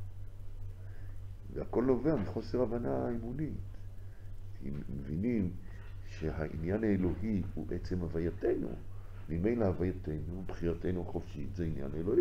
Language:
Hebrew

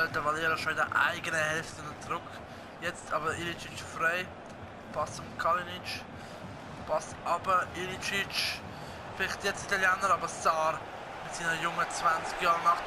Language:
Swiss German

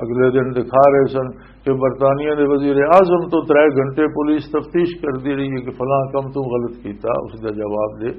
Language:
Western Panjabi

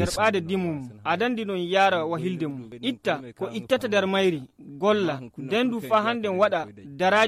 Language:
Nigerian Fulfulde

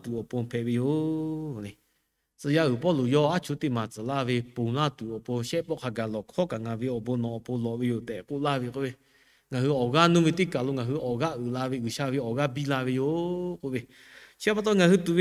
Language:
Lahu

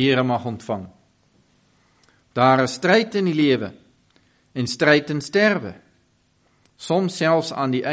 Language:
Afrikaans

